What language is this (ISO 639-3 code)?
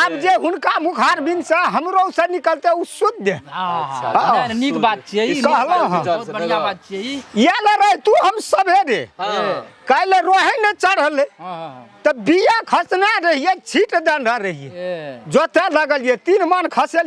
mai